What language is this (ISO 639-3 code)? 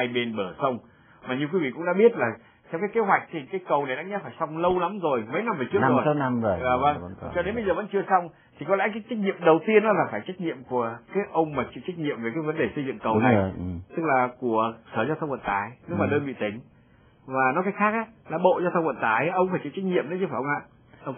vie